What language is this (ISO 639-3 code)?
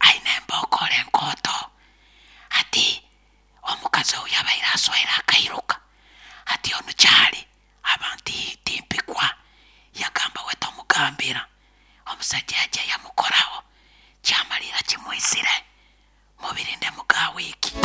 nyo